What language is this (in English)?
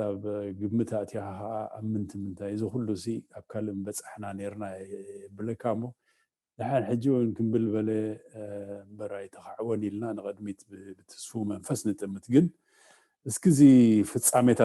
Tigrinya